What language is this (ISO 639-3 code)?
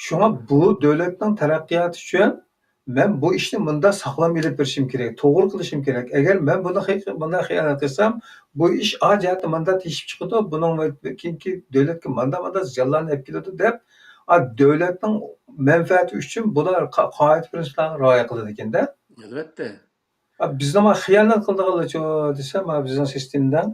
uig